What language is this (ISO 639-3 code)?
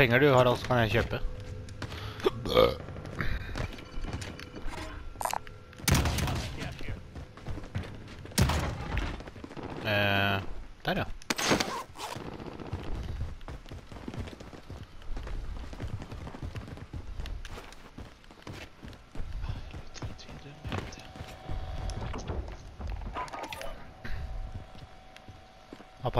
nor